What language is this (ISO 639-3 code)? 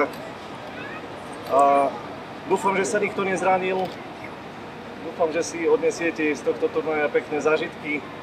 slk